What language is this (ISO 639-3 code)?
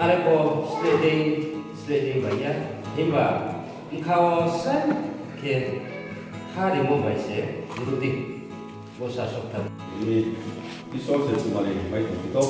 ria